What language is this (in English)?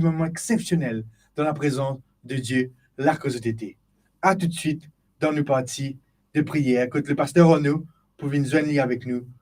Morisyen